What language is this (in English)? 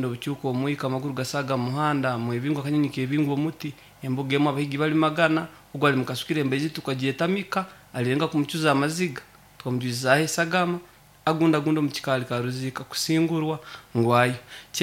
Nyoro